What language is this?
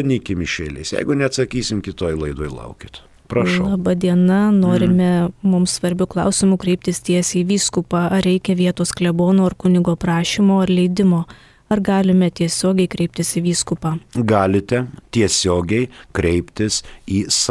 Lithuanian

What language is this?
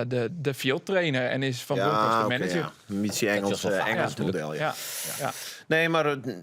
Western Frisian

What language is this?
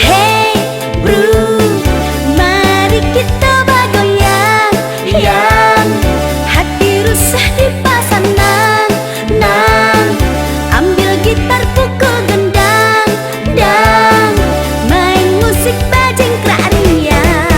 Minangkabau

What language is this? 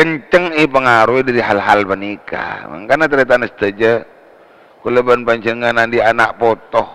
Madurese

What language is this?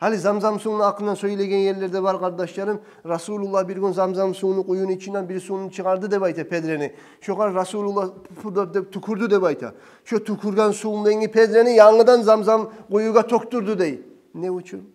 Kumyk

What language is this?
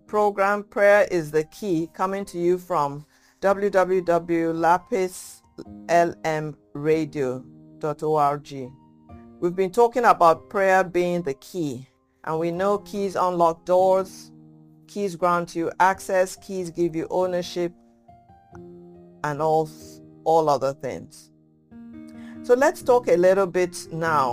English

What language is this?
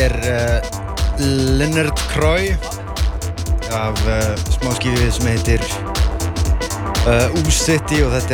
Icelandic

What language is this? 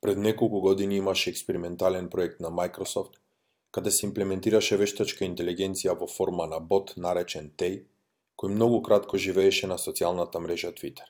Macedonian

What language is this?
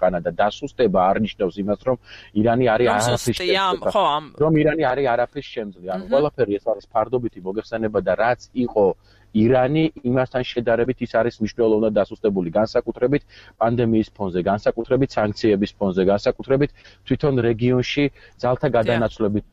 Georgian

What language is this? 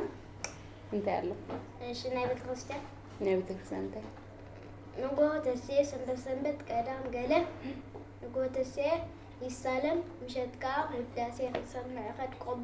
Tigrinya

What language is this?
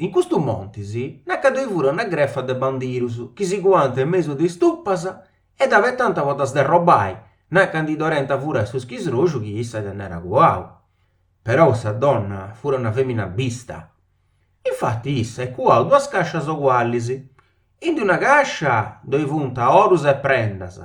Sardinian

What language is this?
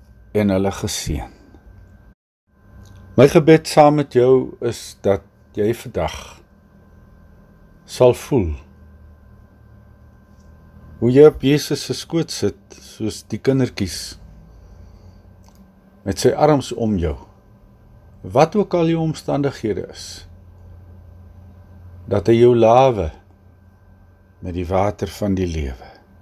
Afrikaans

